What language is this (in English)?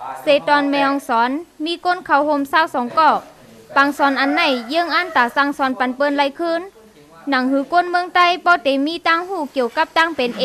Shan